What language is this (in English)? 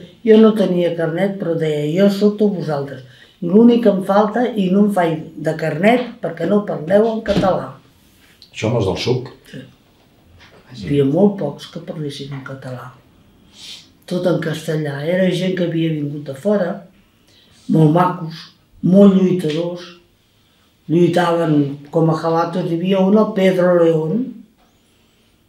Catalan